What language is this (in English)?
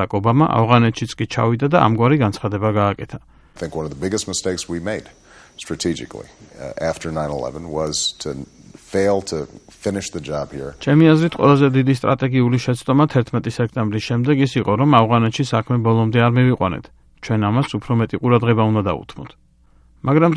Georgian